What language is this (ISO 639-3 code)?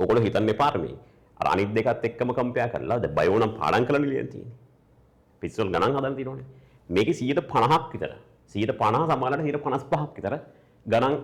sin